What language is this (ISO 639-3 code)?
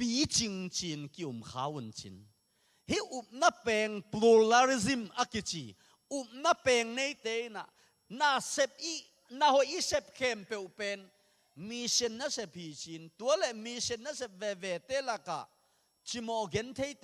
ctd